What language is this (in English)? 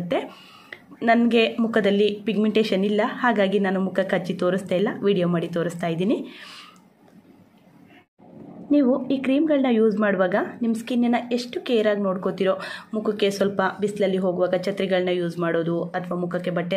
Kannada